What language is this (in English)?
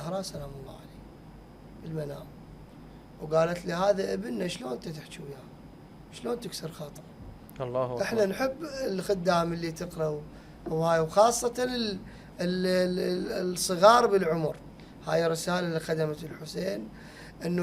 Mesopotamian Arabic